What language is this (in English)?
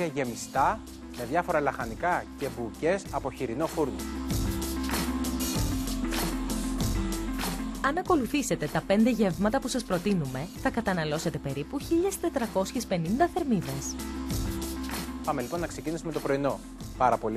Greek